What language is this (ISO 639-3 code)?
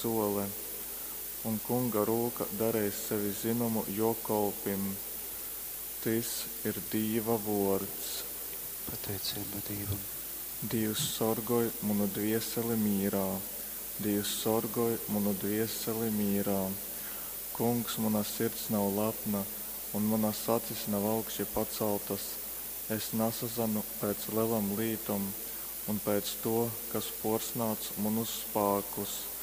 ltg